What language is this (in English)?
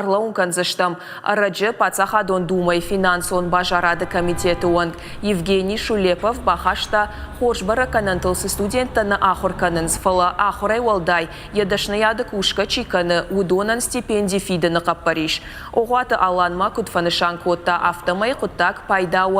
Ossetic